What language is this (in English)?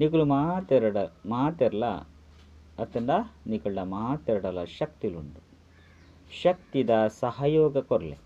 Tulu